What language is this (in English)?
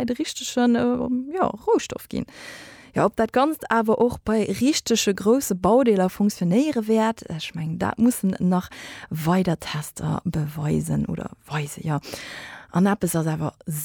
Luxembourgish